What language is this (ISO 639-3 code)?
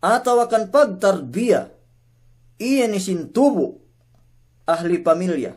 yka